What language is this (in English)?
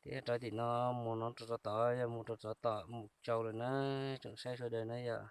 Hmong